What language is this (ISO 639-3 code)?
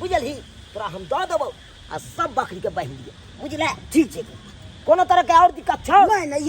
mai